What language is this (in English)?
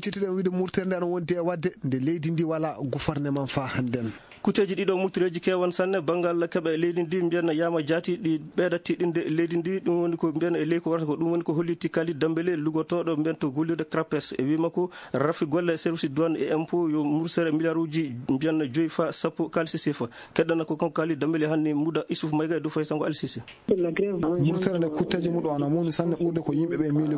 Fula